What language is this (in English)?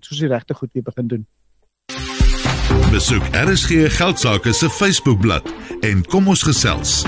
Afrikaans